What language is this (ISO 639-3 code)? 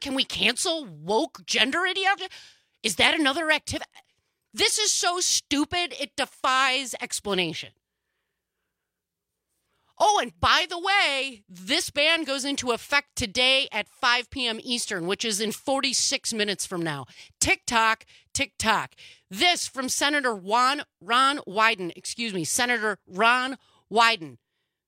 eng